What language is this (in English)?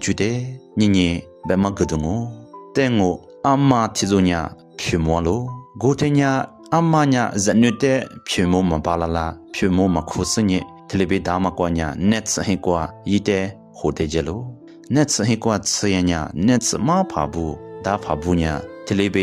Lisu